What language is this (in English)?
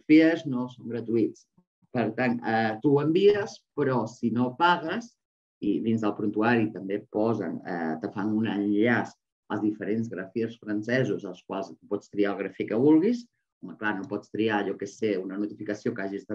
Catalan